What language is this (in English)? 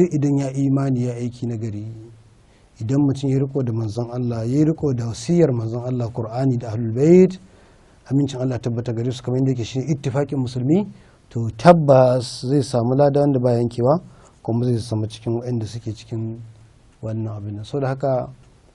Hausa